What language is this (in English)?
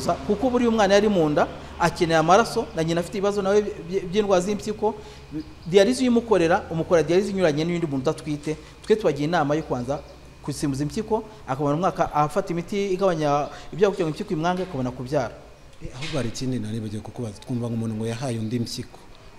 Kinyarwanda